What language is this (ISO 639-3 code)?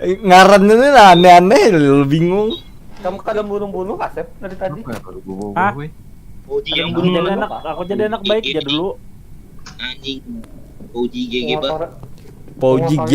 bjn